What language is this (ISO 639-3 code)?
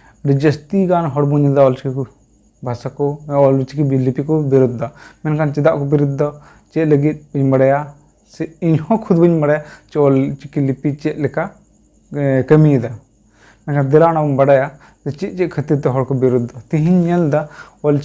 sat